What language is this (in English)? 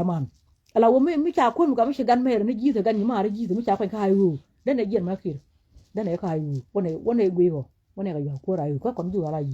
Nuer